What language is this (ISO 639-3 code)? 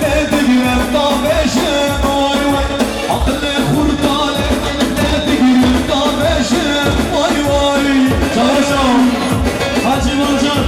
kur